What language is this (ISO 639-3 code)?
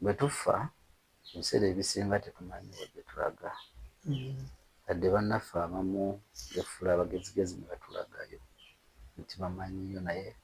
lug